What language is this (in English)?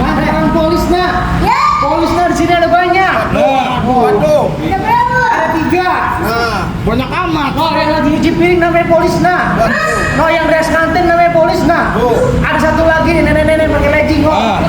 Betawi